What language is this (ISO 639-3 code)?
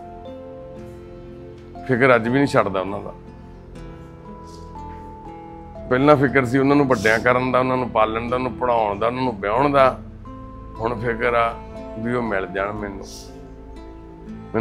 pan